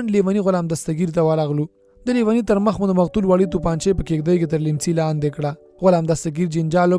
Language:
Pashto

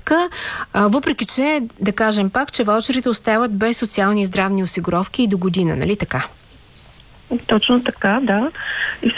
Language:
Bulgarian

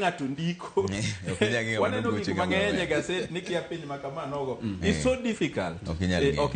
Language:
Luo (Kenya and Tanzania)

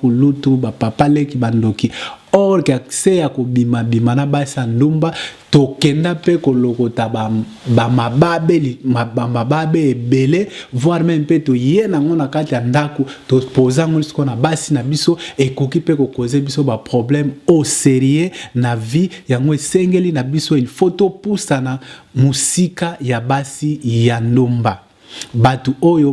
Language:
Lingala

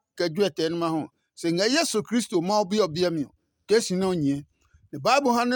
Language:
Adangme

